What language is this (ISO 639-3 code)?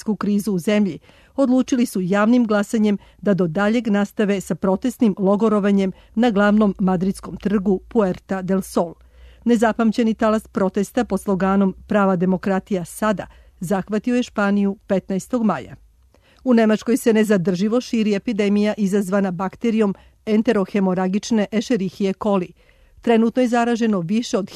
srp